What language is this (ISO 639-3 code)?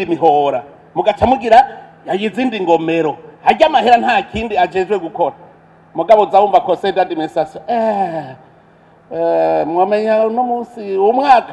run